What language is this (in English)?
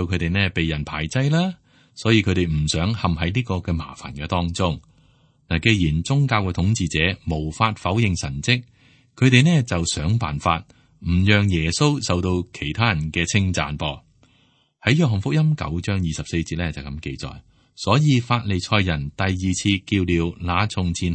Cantonese